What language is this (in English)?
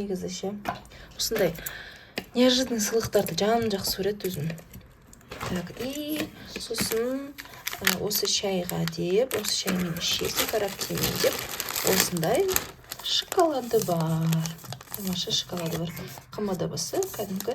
Kazakh